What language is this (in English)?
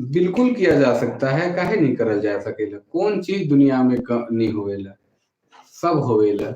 Sadri